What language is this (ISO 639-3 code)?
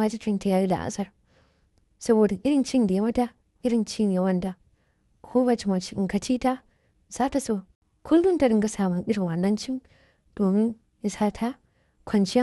hau